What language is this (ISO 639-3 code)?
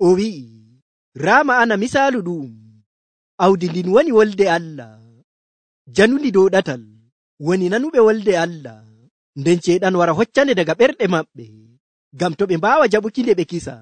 fuv